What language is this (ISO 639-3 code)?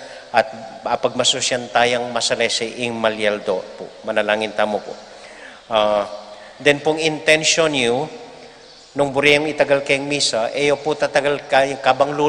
pam